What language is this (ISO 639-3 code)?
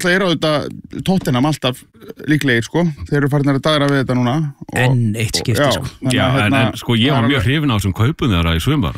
isl